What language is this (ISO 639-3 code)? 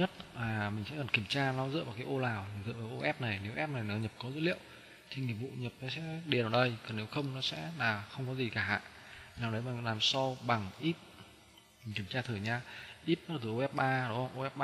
vie